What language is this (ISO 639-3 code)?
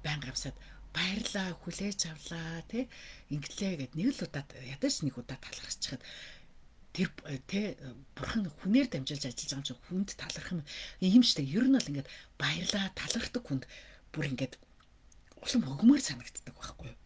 mon